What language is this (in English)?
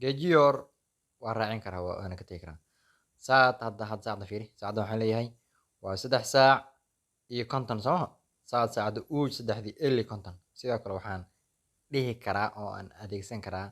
Somali